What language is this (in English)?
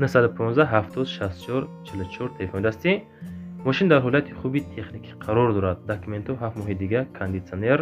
Tajik